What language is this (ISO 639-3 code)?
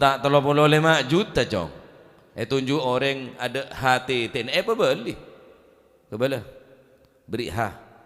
mad